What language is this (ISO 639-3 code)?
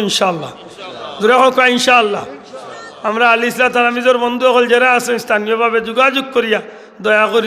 syl